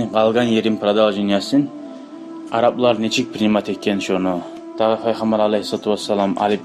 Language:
Kumyk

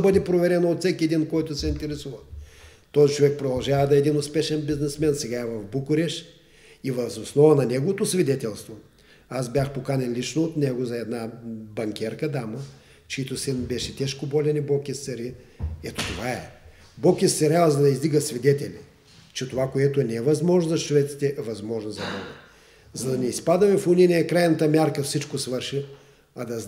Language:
Bulgarian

